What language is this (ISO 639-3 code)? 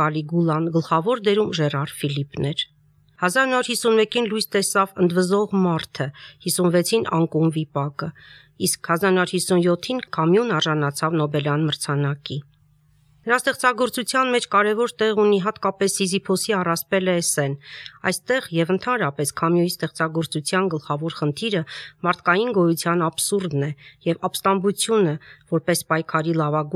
hye